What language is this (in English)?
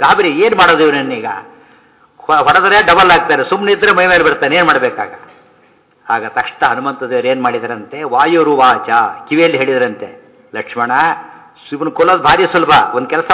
Kannada